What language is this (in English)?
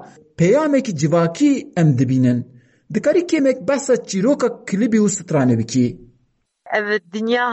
Kurdish